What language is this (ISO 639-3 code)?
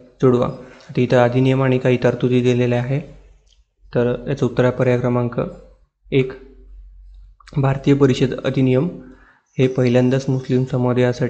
mar